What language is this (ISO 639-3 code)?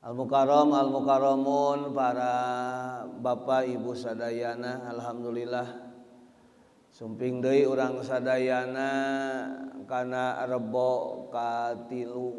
sun